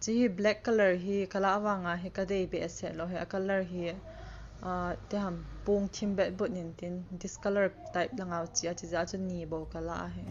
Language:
Thado Chin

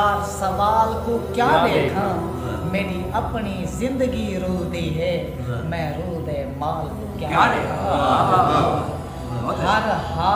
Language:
Saraiki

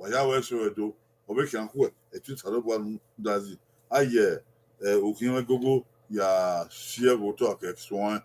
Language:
Bini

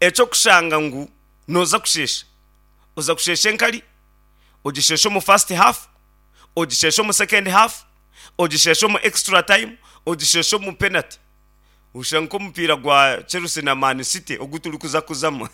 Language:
Nyankole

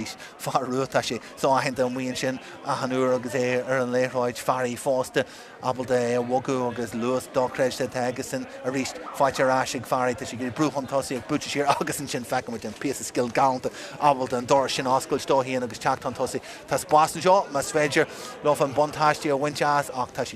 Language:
Irish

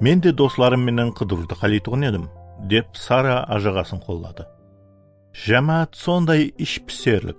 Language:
Kara-Kalpak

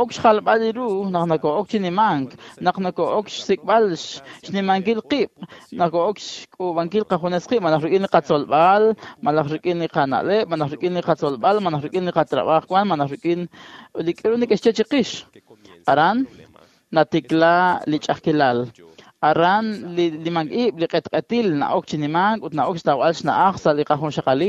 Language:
Kekchí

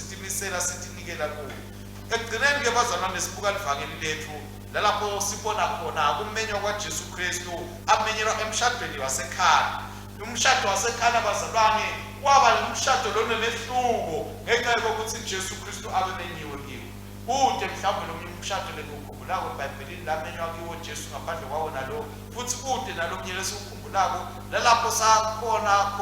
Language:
Swati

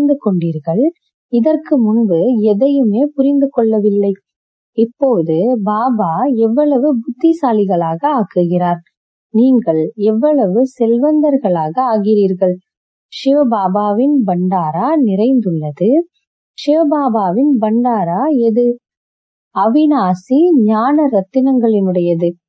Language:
Tamil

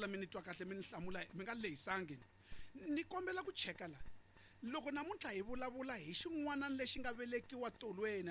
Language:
Tsonga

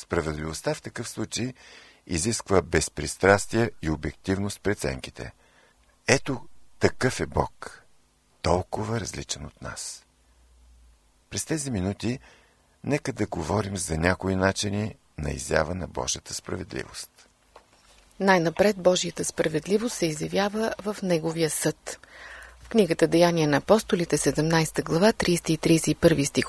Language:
Bulgarian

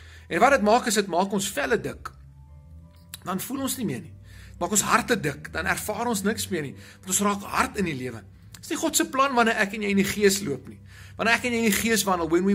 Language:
Afrikaans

